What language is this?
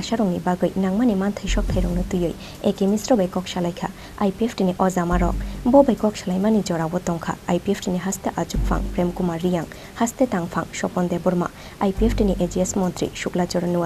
Kok Borok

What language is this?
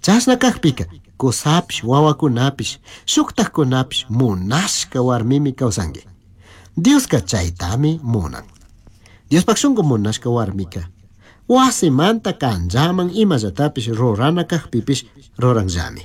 Chimborazo Highland Quichua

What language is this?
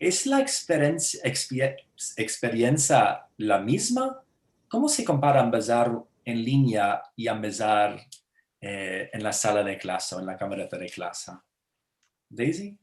Ladino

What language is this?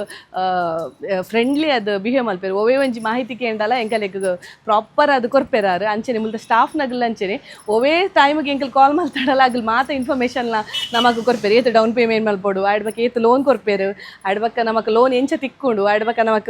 Tulu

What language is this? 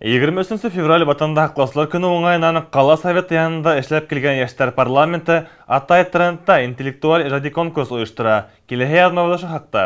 Bashkir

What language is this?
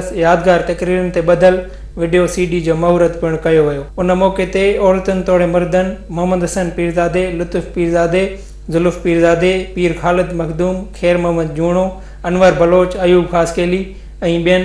Sindhi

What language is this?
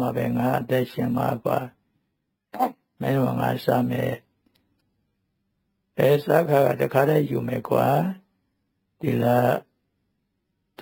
Burmese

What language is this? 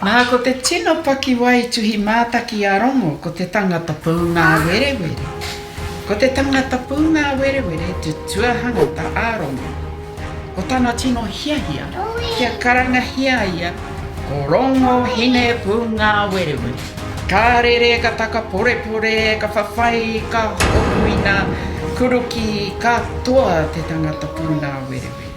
Māori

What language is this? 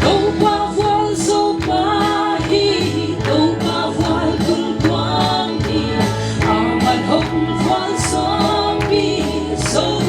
Paite Chin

